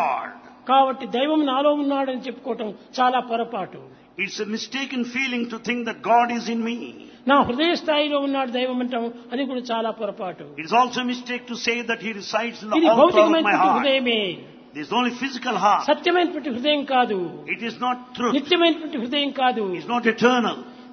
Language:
Telugu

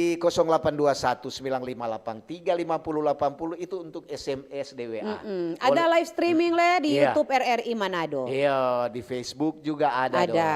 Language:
Manado Malay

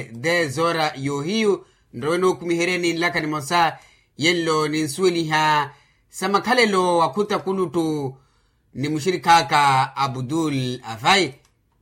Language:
Makhuwa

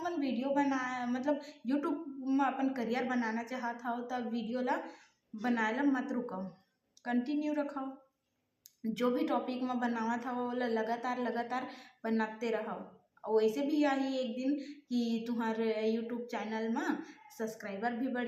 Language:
Chhattisgarhi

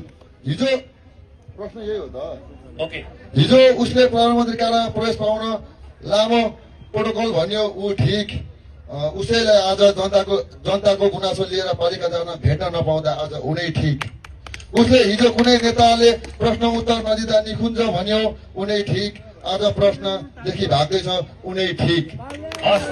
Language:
Nepali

